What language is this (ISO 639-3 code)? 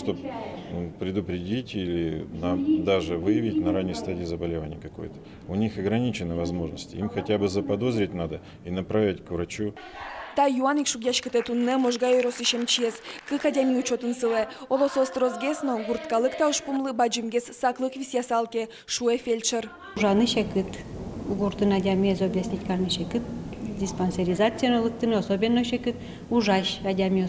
udm